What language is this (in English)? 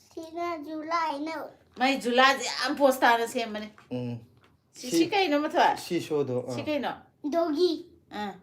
Manipuri